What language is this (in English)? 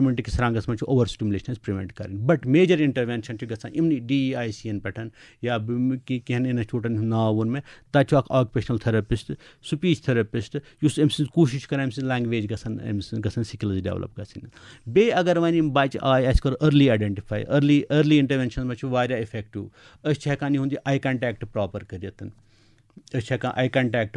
Kashmiri